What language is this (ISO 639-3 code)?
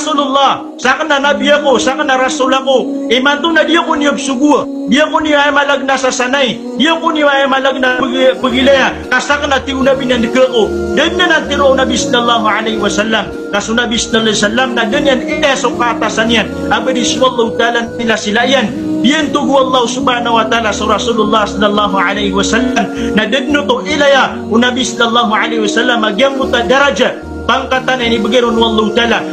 mrw